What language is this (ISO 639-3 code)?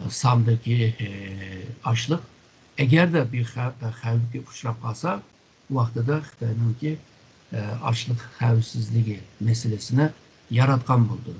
uig